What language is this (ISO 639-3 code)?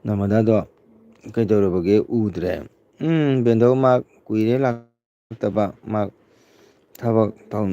mni